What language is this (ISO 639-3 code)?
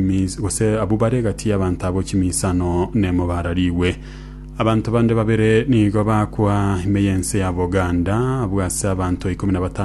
guz